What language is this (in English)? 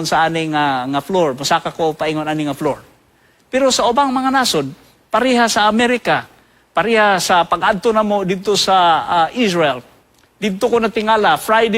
Cebuano